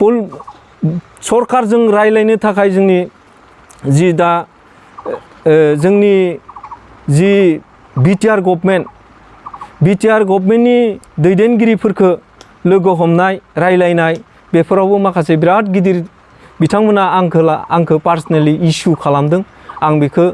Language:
Bodo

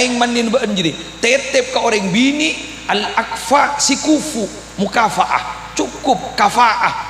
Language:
Madurese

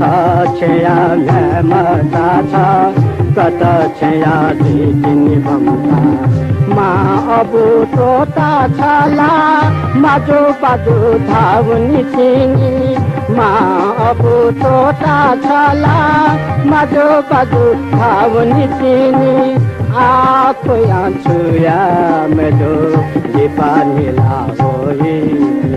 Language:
Newari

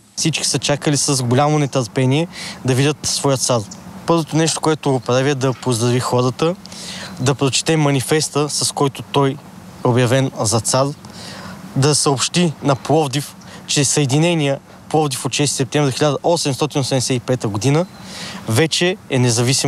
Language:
Bulgarian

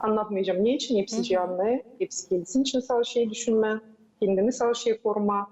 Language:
Gagauz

